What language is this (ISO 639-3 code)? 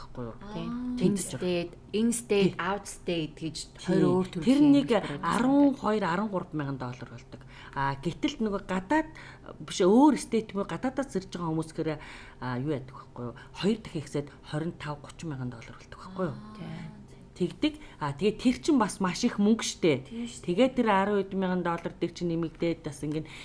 mon